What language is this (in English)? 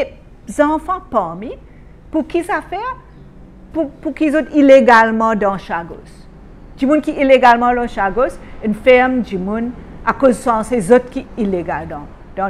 Morisyen